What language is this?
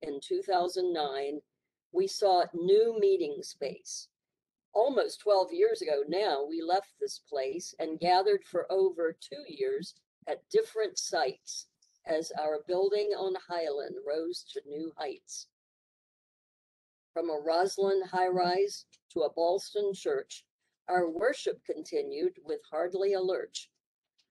English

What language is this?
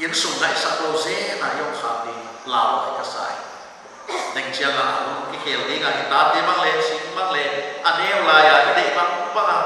Paite Chin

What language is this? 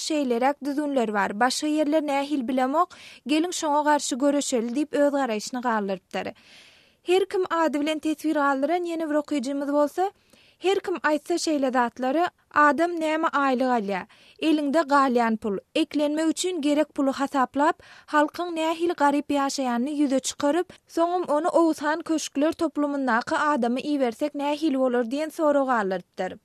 Turkmen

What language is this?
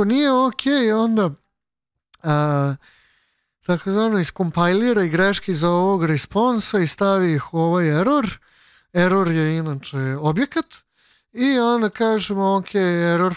Serbian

